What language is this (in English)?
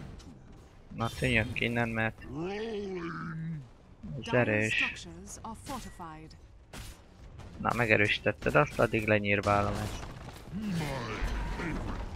Hungarian